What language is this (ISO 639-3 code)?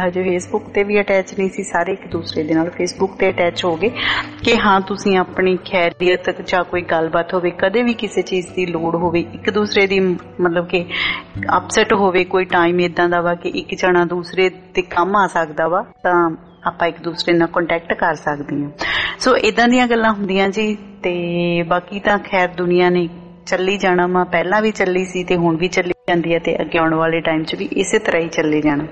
pan